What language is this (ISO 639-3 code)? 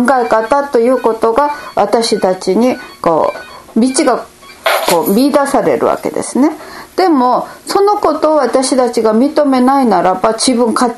jpn